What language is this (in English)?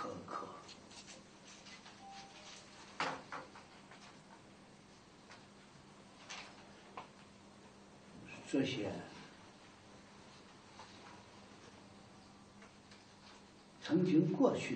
Chinese